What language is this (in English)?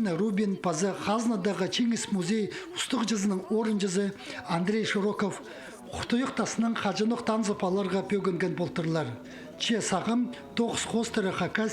Khakas